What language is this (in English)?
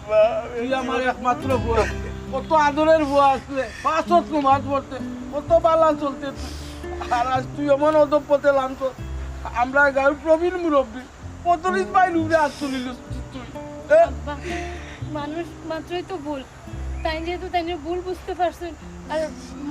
Sylheti